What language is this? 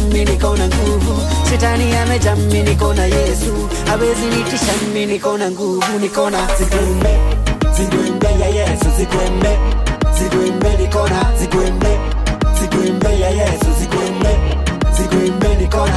Swahili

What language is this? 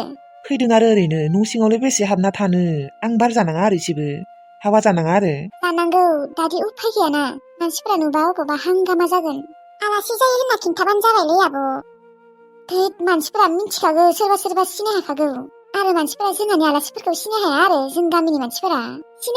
Bodo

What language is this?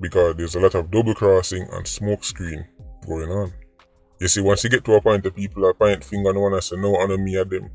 Jamaican Creole English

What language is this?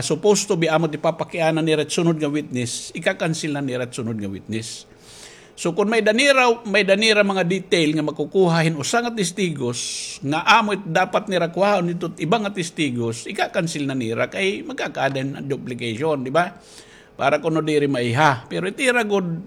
Waray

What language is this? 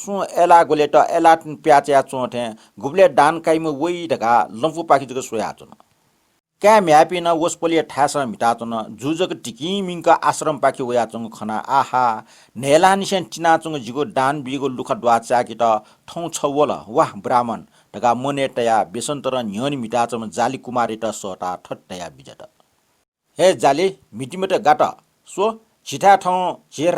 Newari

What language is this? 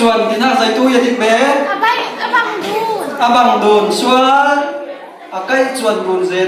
Falam Chin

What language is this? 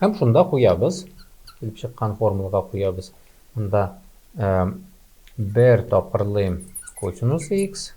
Tatar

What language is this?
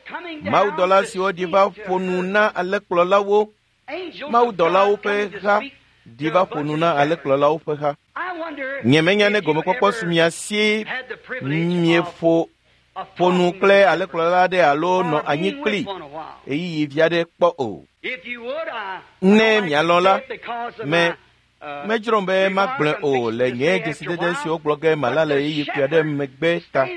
Ewe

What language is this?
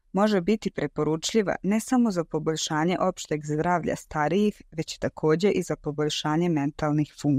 Serbian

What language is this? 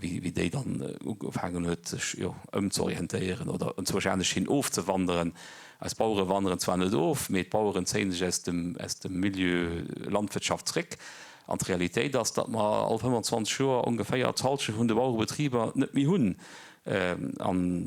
Luxembourgish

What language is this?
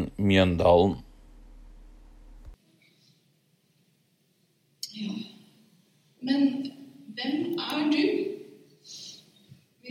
Norwegian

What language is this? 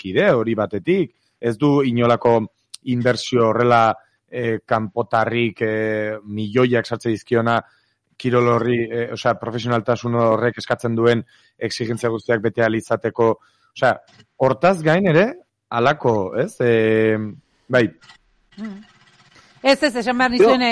Basque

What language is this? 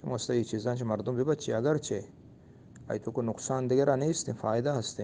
Eastern Balochi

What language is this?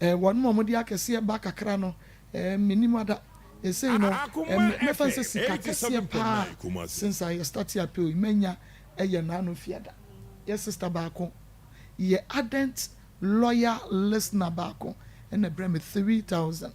Akan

